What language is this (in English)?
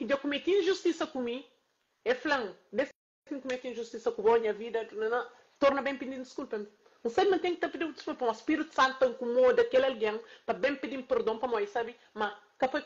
Kabuverdianu